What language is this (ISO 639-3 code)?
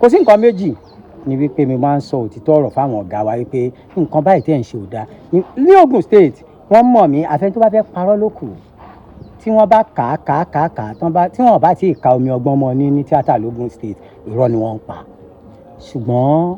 yor